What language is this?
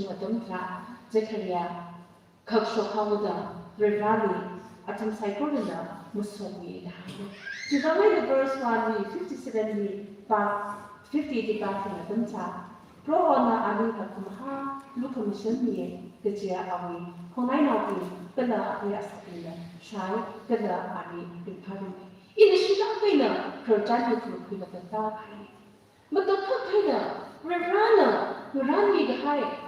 Tangkhul Naga (India)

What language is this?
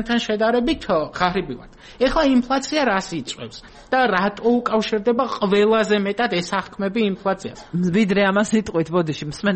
Georgian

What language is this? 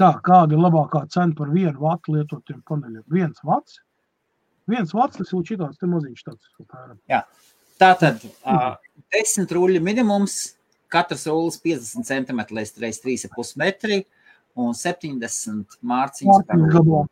Latvian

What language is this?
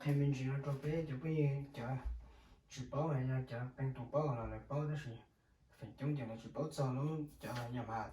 Hmong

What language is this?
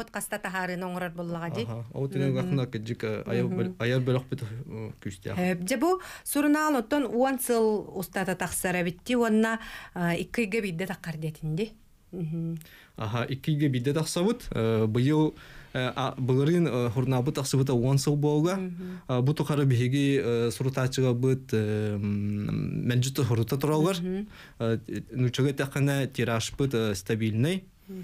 Yakut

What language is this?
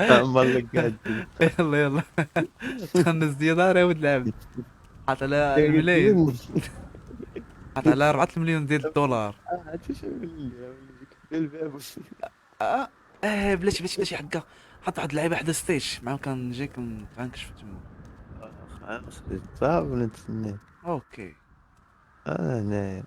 Moroccan Arabic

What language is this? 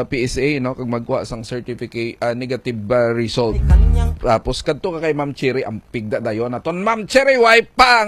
Hiligaynon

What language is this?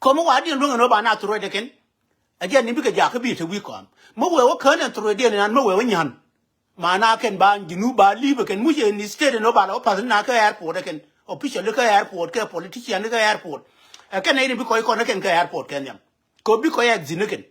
Nuer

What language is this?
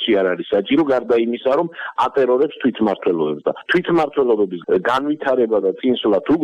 Georgian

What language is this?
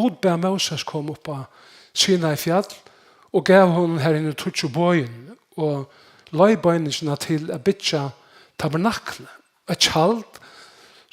Faroese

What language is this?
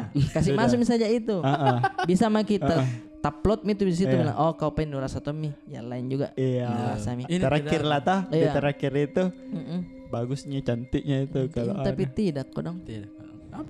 Makassar Malay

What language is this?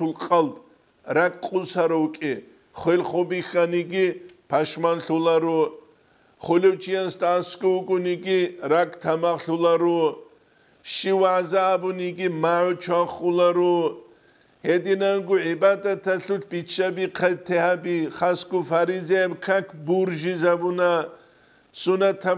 Avaric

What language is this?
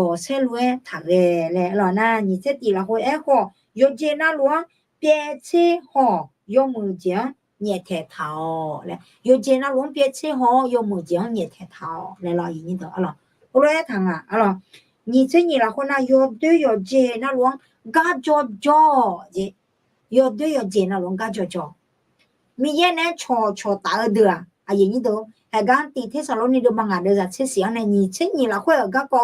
Akha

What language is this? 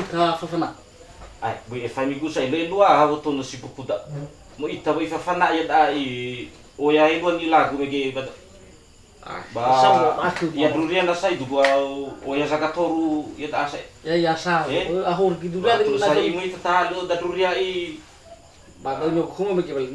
Nias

